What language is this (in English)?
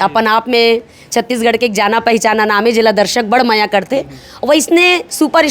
Chhattisgarhi